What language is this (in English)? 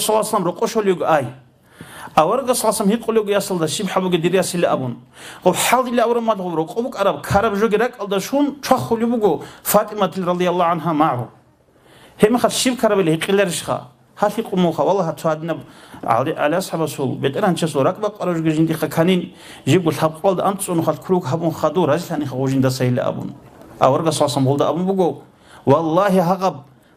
Avaric